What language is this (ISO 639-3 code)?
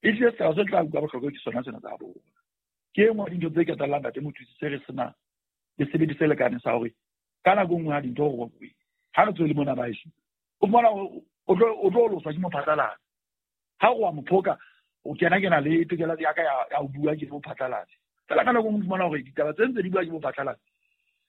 sot